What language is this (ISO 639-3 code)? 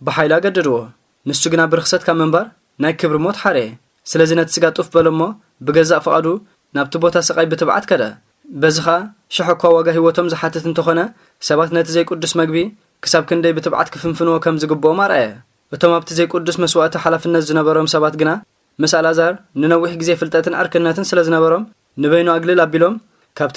tir